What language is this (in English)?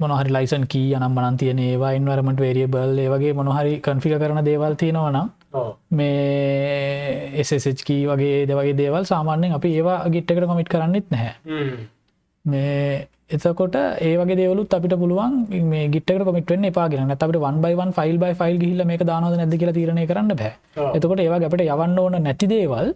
Sinhala